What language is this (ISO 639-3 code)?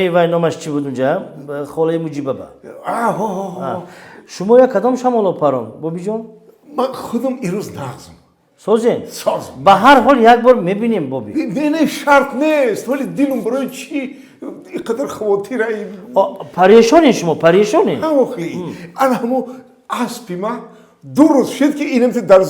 tgk